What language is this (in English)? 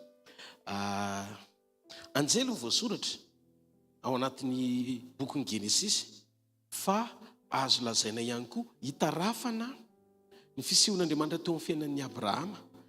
Malagasy